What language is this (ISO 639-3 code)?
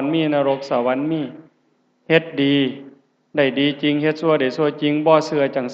lao